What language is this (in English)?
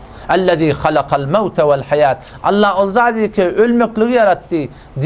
Turkmen